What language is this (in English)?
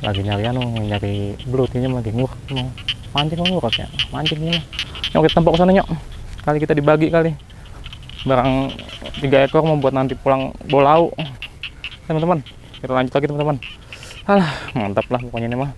Betawi